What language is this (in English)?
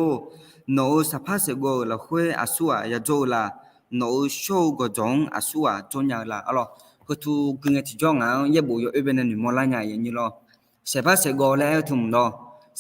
Akha